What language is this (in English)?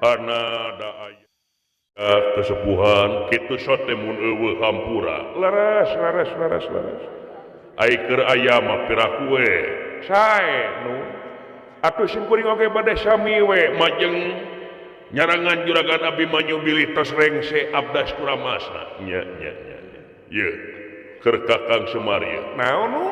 Sundanese